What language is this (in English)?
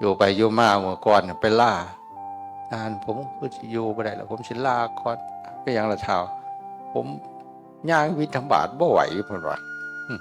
Northeastern Thai